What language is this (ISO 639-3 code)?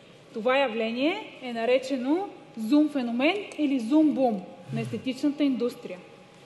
bul